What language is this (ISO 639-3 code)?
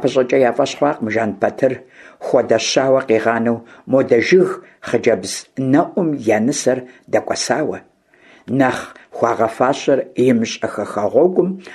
kbd